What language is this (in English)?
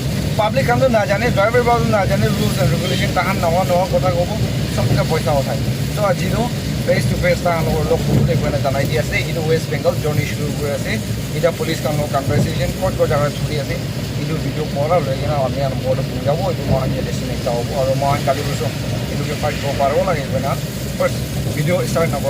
Naga Pidgin